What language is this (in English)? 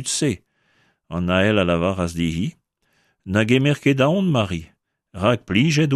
Breton